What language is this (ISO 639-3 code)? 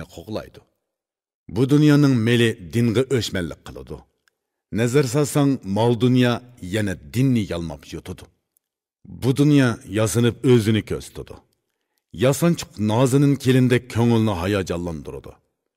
uig